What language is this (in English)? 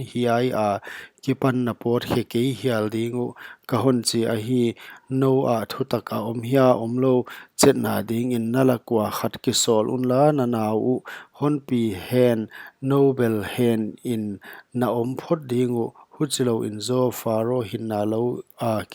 Paite Chin